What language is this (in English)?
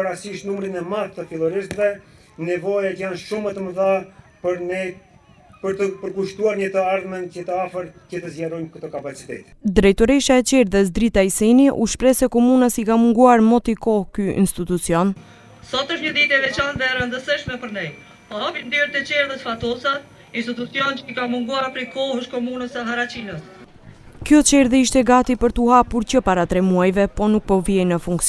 Albanian